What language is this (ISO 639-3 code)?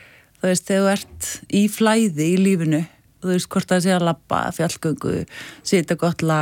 isl